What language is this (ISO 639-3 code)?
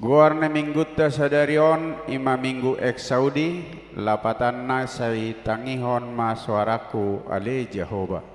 bbc